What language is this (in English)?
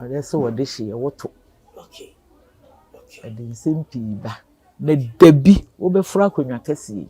Akan